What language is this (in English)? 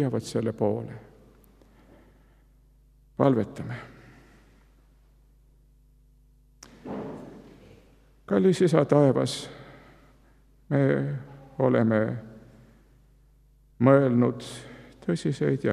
Estonian